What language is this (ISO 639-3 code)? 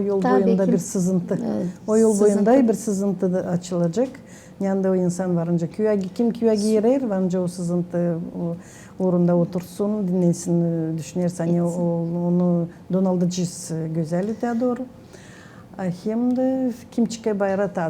gag